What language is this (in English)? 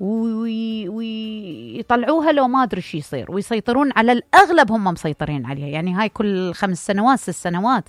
Mesopotamian Arabic